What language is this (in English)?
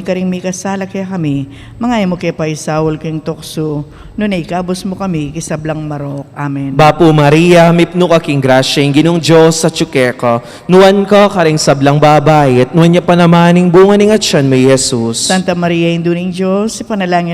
Pampanga